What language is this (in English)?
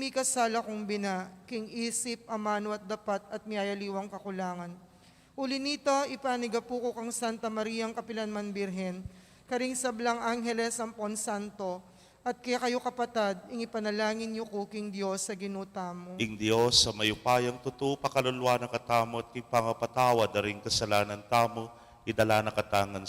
Pampanga